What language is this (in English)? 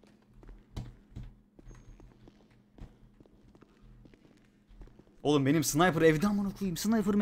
Turkish